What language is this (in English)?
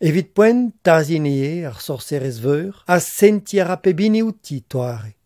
Breton